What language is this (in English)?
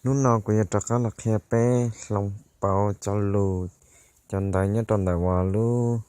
Hmong